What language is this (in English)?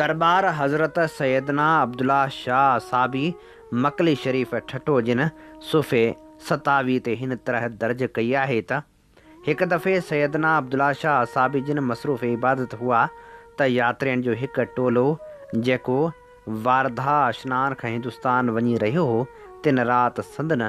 Sindhi